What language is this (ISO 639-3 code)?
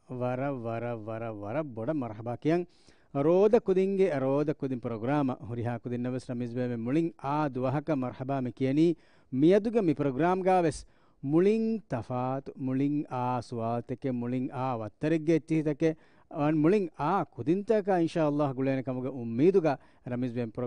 div